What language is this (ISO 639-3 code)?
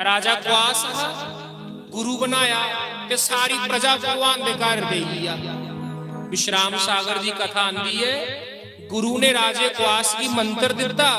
doi